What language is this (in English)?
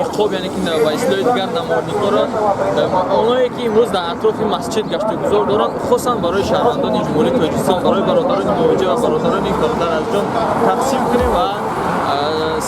Tajik